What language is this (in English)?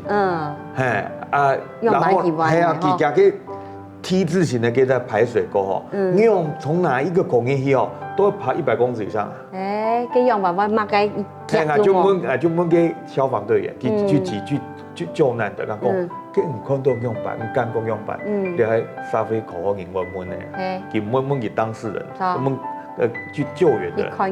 Hakka Chinese